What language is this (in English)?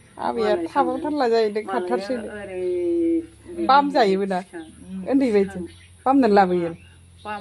Bodo